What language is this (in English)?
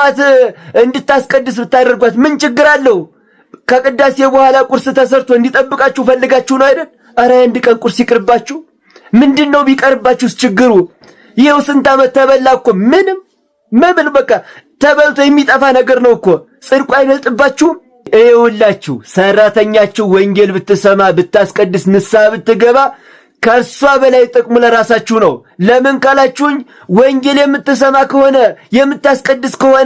Amharic